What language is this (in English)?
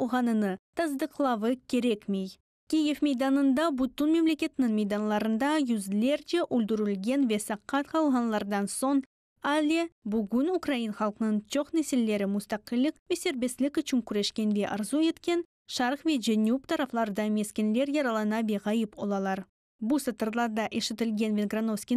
Crimean Tatar